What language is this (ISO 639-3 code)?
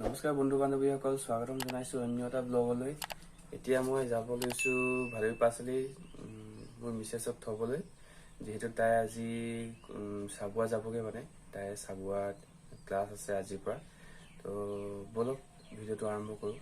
asm